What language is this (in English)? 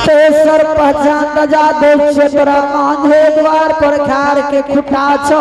Angika